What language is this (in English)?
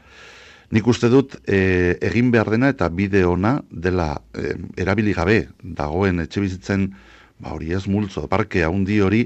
Basque